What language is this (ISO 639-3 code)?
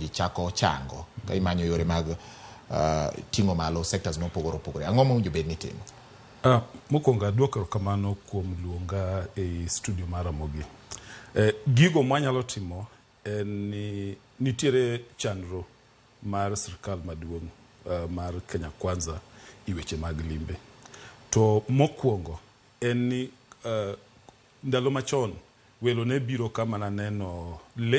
luo